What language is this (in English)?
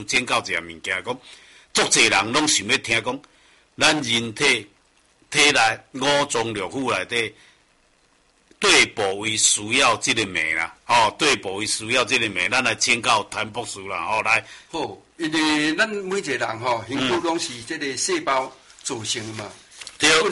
Min Nan Chinese